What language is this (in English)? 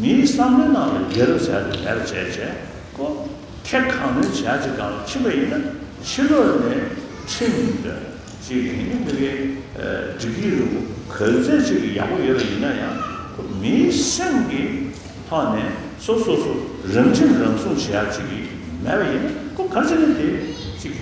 Tibetan